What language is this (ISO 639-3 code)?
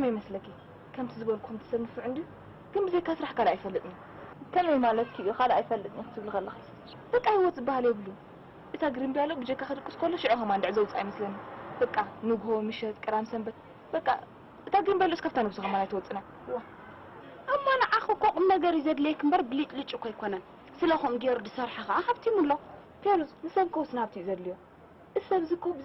tir